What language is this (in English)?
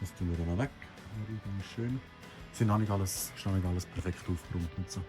Swiss German